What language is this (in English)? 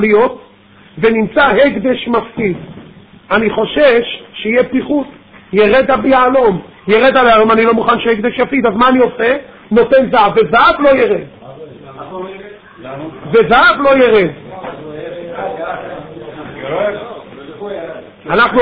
Hebrew